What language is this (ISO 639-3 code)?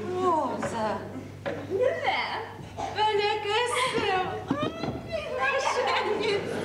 bak